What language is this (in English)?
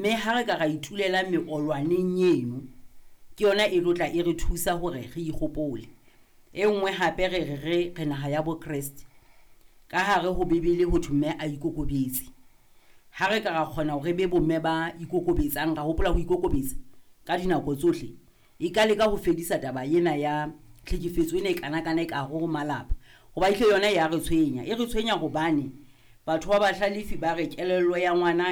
Southern Sotho